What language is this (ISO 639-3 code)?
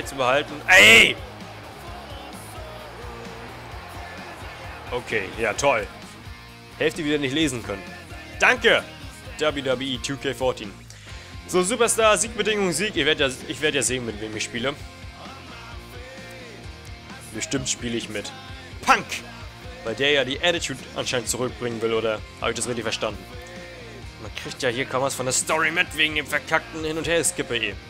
deu